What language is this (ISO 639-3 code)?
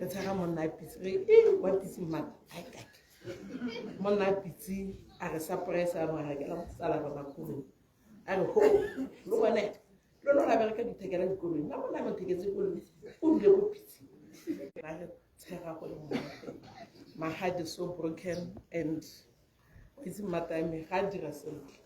tsn